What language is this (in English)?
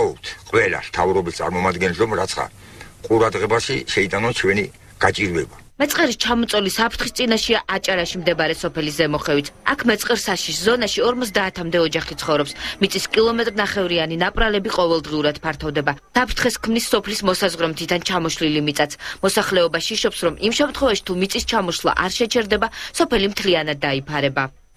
Georgian